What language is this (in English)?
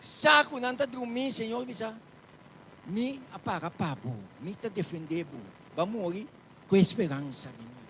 Papiamento